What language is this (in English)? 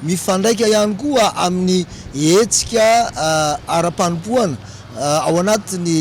Malagasy